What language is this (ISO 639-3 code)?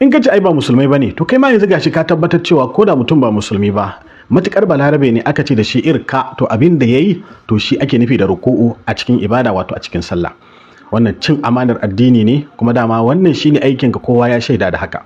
hau